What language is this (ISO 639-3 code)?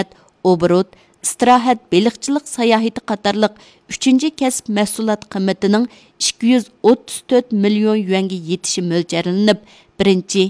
uig